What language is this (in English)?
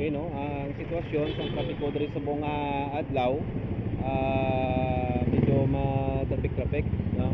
Hiligaynon